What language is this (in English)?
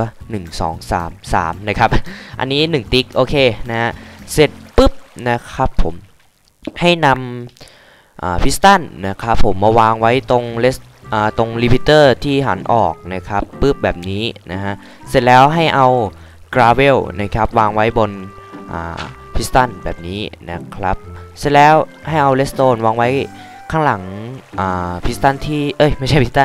Thai